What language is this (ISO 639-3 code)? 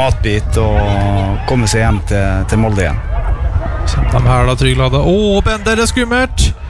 nor